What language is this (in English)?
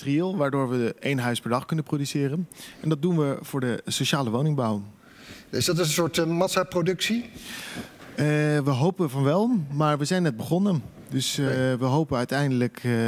Dutch